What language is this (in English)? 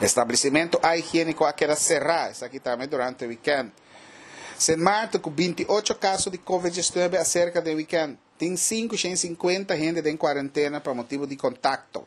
Papiamento